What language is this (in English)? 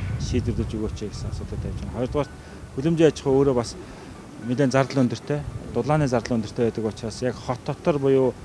Mongolian